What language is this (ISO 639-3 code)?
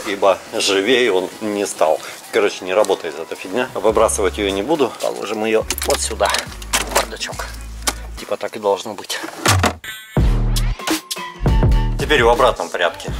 rus